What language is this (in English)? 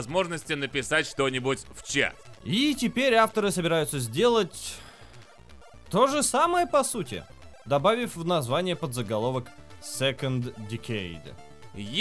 Russian